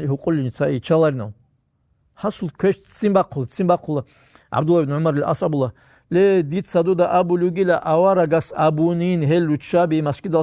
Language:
Avaric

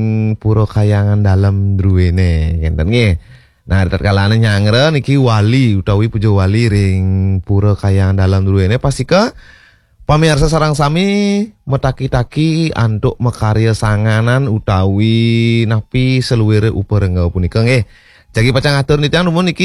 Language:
Balinese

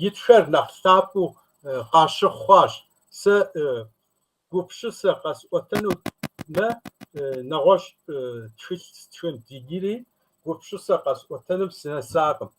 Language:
Kabardian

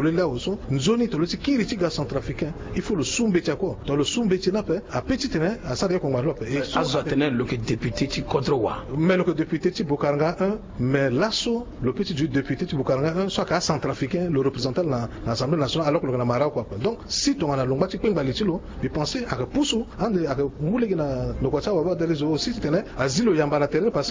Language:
Sango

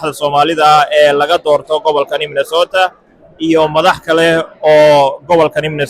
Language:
Somali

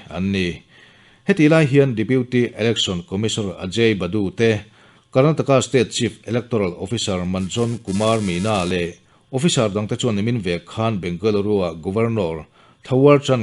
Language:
Mizo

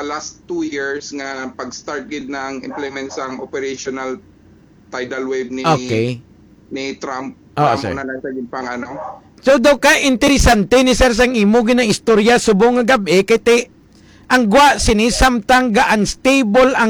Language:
Hiligaynon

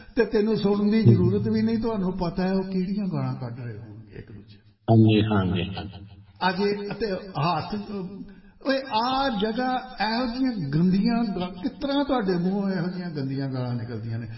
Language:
Punjabi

